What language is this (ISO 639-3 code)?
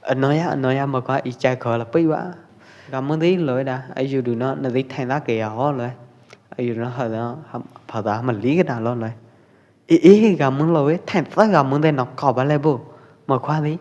kjp